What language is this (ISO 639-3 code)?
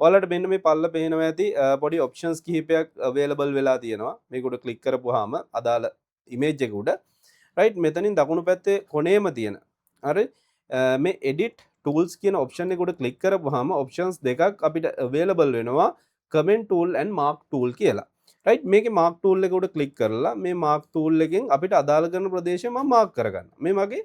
sin